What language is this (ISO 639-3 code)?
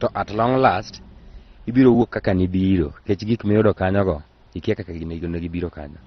luo